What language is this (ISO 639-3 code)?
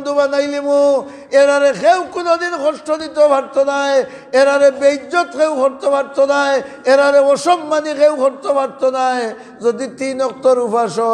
syl